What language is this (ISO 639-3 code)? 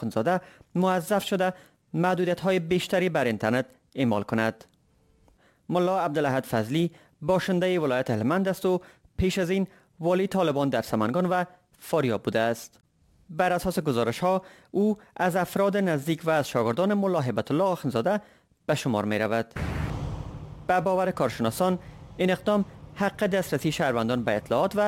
fas